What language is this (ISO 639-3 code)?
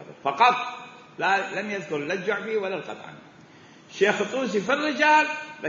acm